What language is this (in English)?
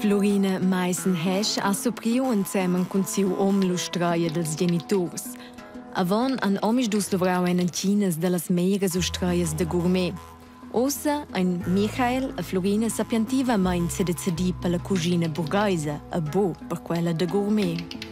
Romansh